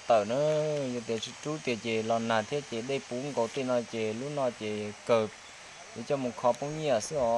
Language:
Hmong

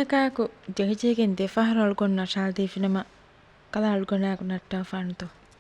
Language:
Divehi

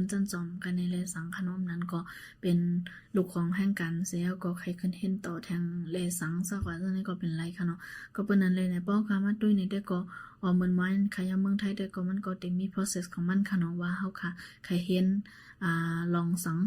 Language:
Shan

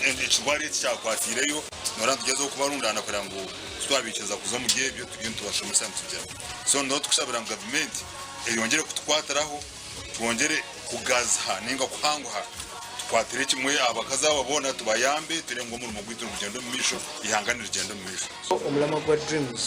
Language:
Nyankole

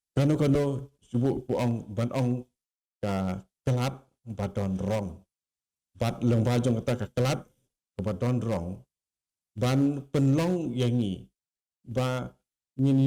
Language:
Khasi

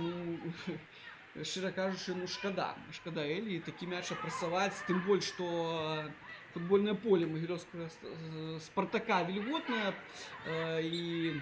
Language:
Belarusian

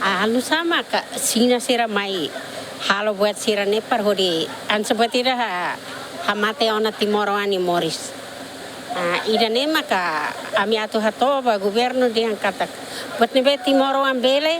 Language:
Tetum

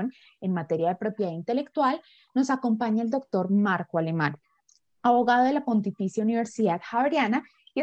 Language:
Spanish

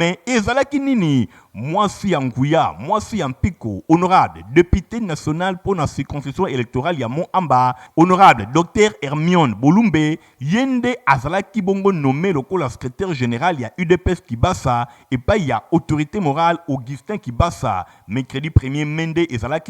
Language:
Lingala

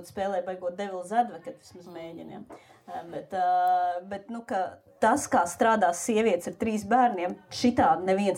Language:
Latvian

